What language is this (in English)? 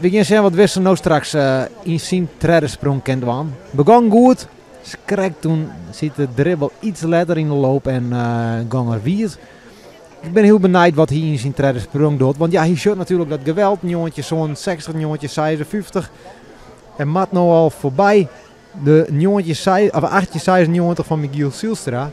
Western Frisian